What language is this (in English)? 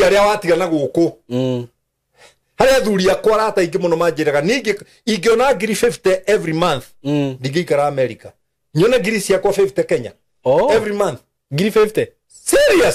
Kikuyu